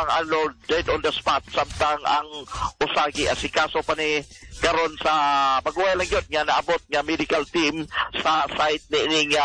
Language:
Cebuano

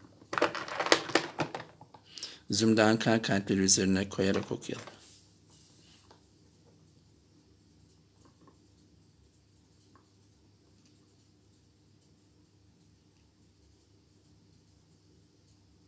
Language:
Turkish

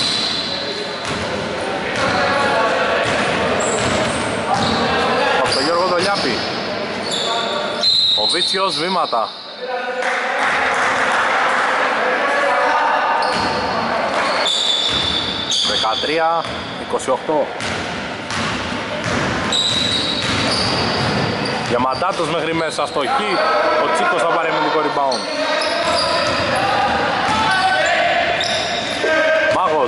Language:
Greek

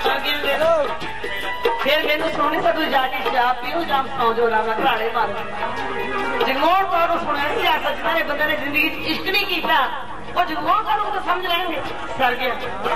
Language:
Punjabi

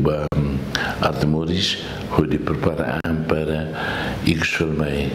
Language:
Tetum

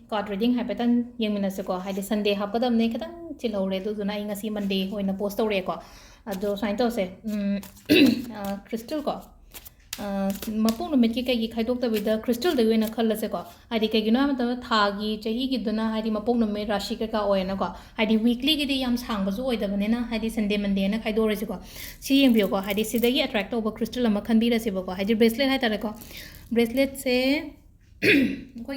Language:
Manipuri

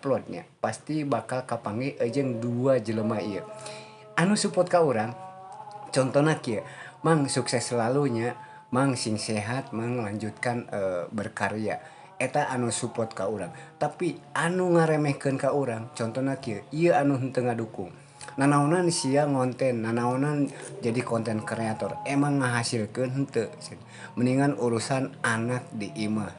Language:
Sundanese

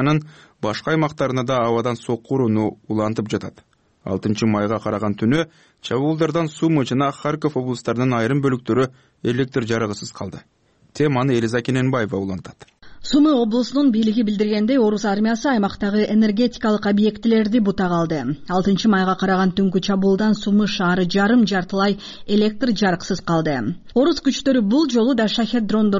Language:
Kyrgyz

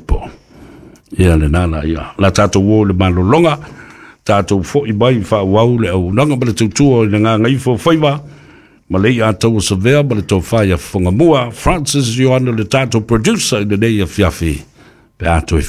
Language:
Samoan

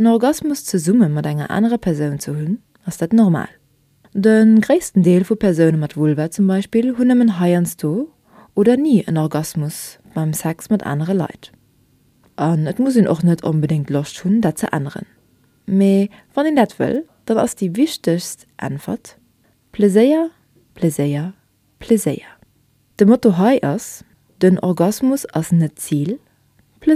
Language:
Luxembourgish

